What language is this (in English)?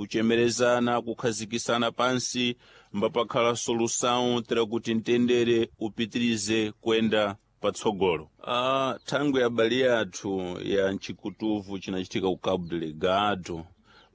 Sena